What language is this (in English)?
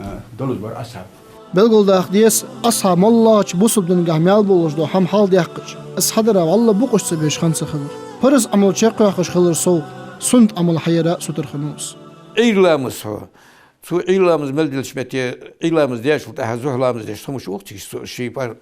Ingush